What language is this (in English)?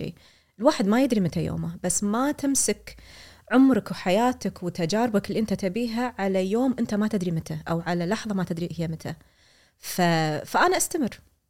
Gulf Arabic